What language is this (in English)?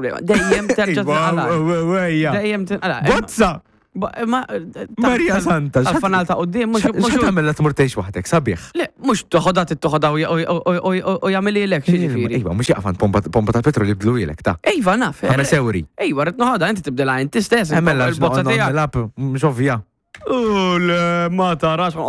Maltese